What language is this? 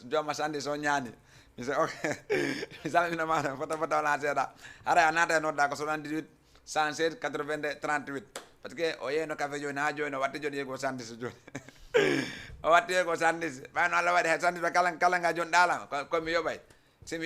Fula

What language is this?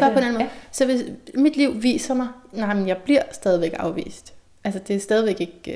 Danish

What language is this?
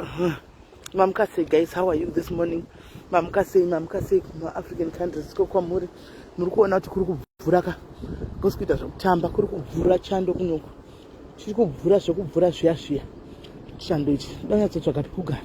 Shona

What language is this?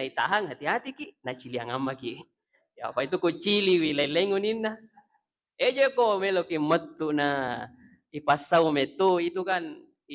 Buginese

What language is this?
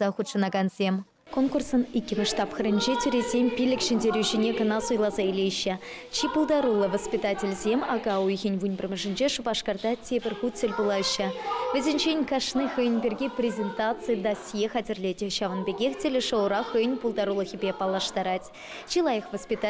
Chuvash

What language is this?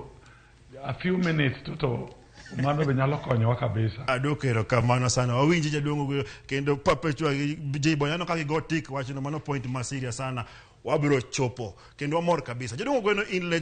Luo (Kenya and Tanzania)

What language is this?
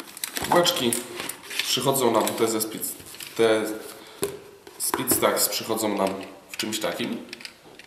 Polish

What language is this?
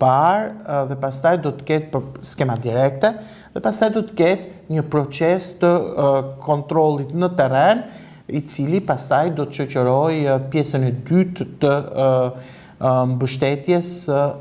Albanian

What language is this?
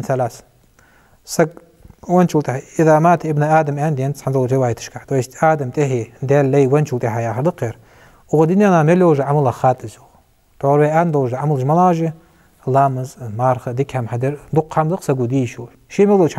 Ingush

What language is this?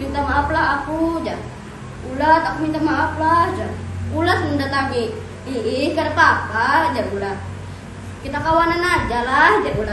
Banjar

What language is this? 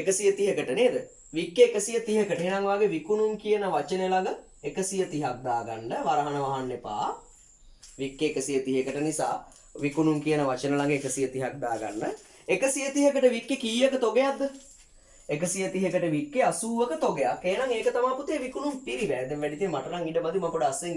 Sinhala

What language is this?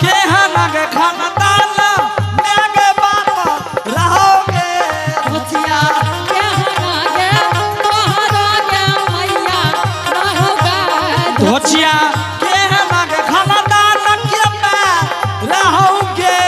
Angika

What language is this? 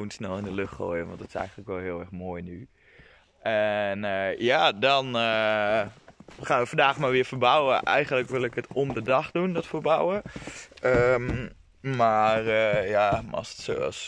Dutch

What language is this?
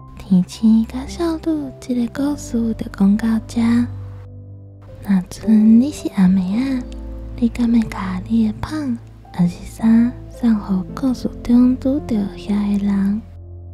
Min Nan Chinese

